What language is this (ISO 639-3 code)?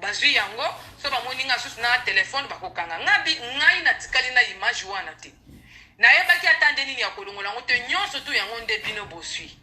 lin